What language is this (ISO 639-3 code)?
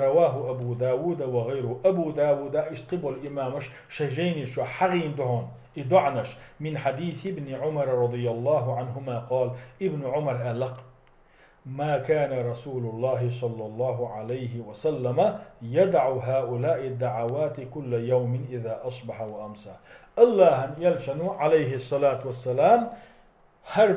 che